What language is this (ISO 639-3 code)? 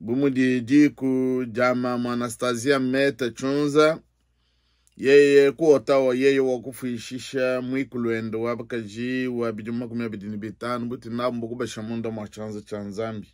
lua